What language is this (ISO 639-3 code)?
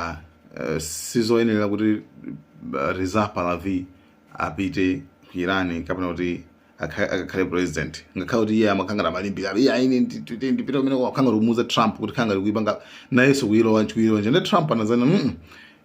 nya